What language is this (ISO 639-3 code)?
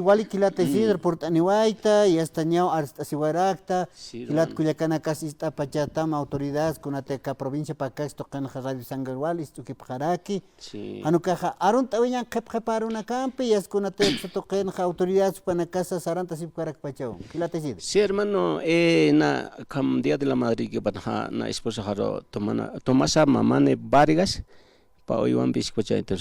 aym